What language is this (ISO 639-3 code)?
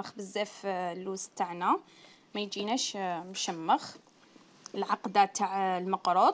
arq